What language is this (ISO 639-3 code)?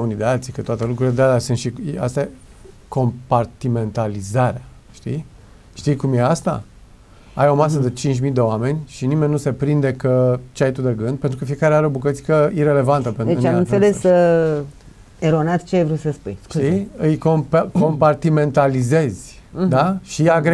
ron